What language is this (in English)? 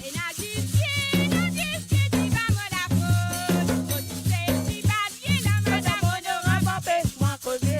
Morisyen